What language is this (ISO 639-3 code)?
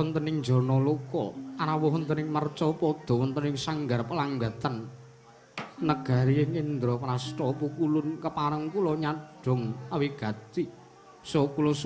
jav